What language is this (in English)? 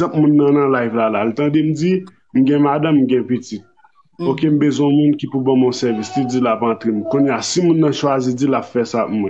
Haitian Creole